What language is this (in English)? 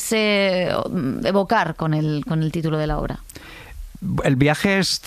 Spanish